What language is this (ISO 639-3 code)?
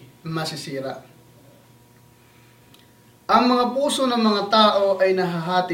fil